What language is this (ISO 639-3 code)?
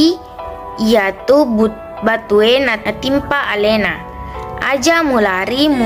bug